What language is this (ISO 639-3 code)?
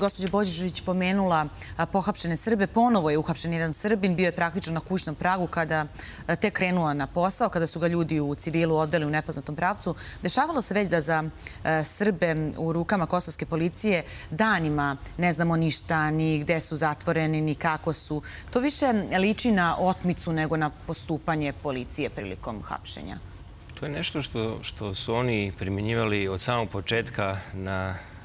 srp